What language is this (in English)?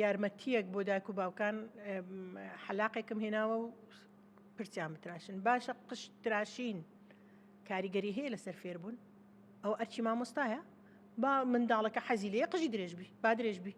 Central Kurdish